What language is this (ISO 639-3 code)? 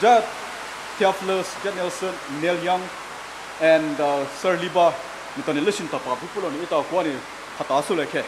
pmx